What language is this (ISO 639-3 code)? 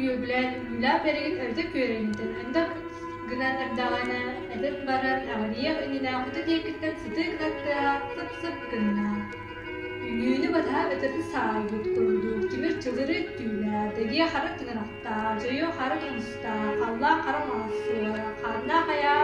sah